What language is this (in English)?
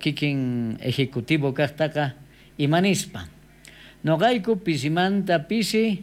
South Bolivian Quechua